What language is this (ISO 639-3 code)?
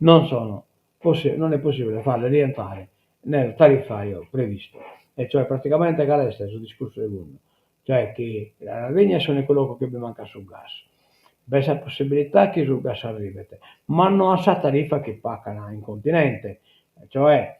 srd